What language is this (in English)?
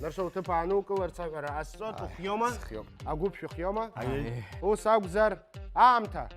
Abkhazian